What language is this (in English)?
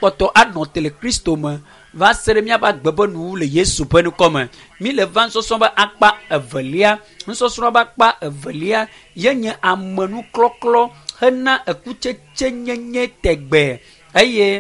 Ewe